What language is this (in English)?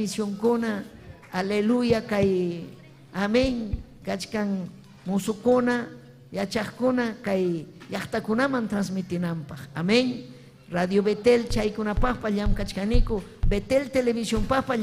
Ayacucho Quechua